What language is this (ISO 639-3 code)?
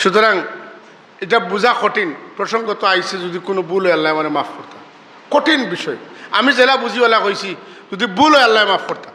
syl